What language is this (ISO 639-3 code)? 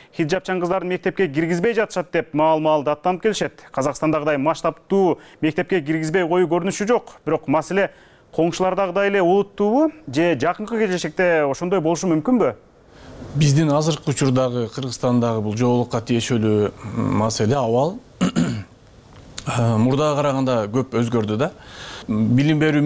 kir